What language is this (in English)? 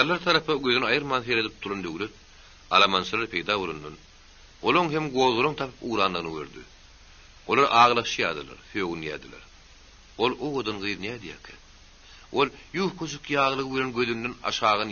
Turkmen